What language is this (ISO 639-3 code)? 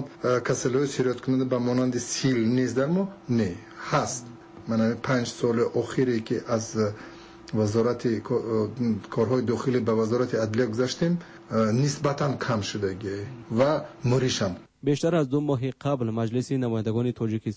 fas